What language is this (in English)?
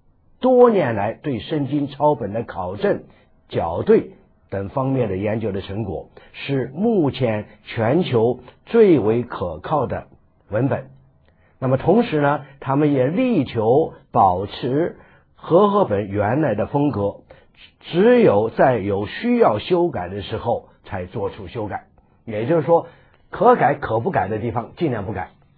Chinese